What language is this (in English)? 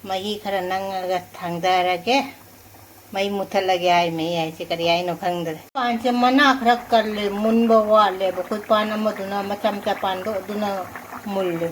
Manipuri